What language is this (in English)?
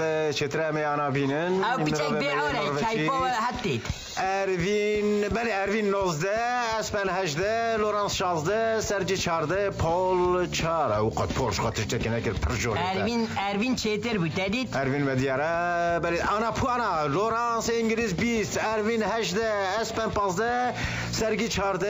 Kurdish